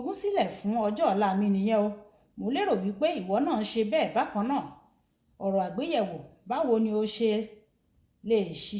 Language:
Yoruba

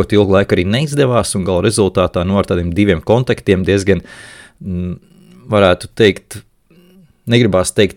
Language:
Latvian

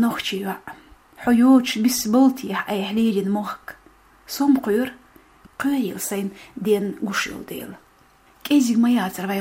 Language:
Chechen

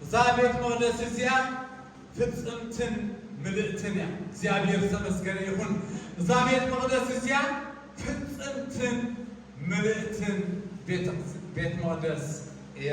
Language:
Tigrinya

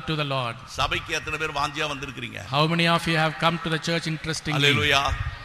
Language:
Tamil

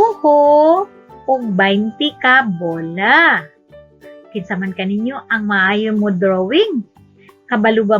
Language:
Cebuano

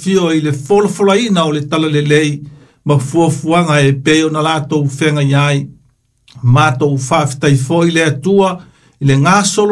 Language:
Samoan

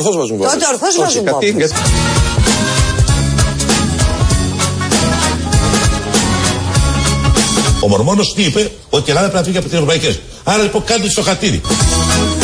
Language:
Greek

